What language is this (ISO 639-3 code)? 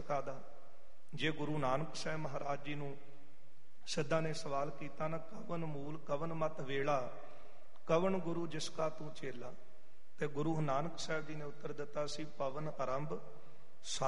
pan